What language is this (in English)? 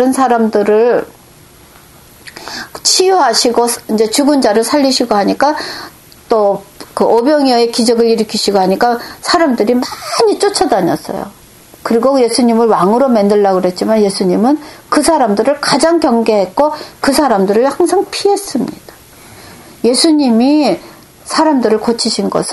Korean